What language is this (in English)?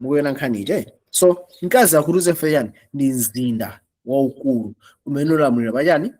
Nyanja